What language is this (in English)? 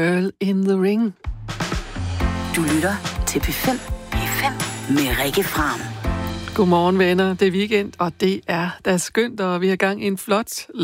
Danish